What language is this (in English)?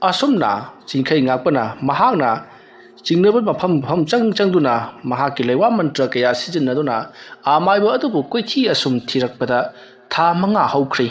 Manipuri